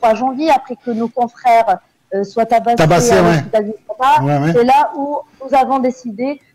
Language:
French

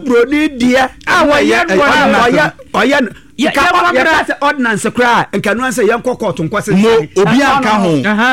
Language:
Akan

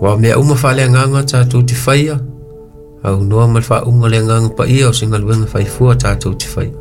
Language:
Samoan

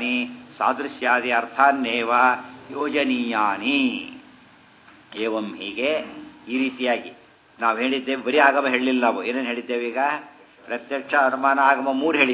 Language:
Kannada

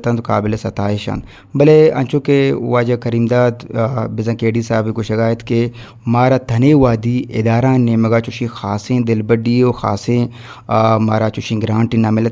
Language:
Eastern Balochi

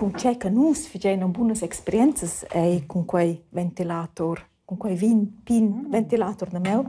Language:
Romansh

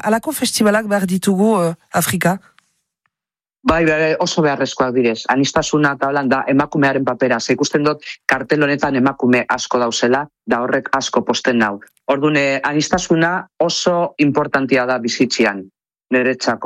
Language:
Basque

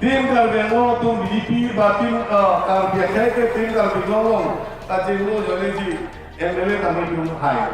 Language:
Karbi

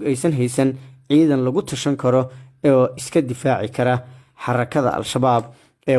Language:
Somali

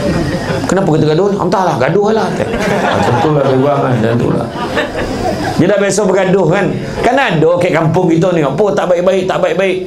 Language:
Malay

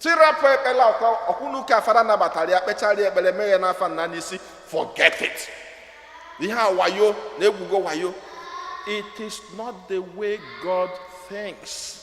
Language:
Igbo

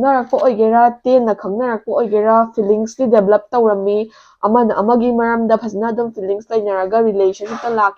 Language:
Manipuri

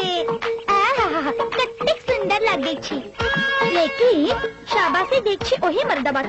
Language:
Maithili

